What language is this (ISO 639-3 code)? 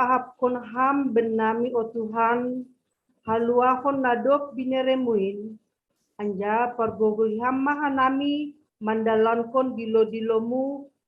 bts